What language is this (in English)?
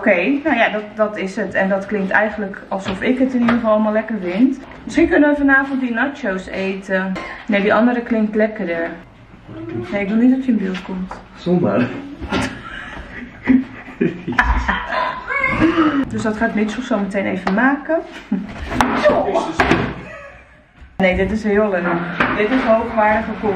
Dutch